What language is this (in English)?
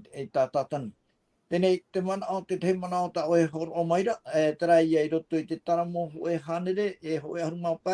Tahitian